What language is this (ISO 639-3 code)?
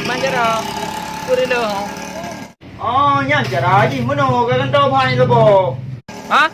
ace